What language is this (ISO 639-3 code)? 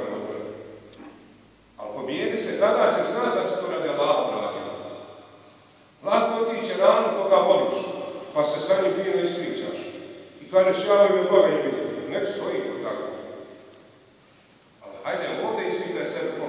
bos